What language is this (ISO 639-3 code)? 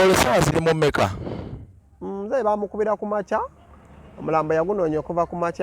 lug